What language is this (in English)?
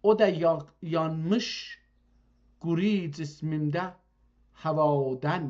South Azerbaijani